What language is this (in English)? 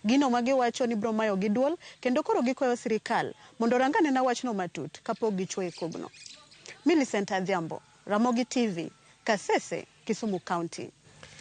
Luo (Kenya and Tanzania)